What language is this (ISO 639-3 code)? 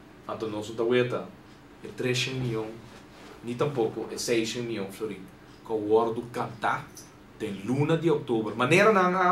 pap